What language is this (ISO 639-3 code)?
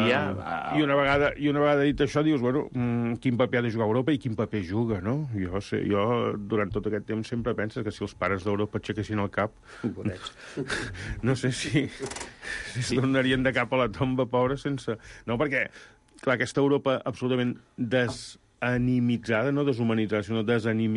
cat